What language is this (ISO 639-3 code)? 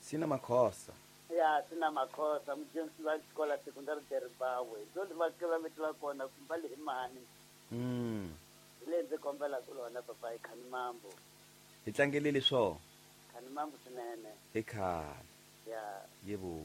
tso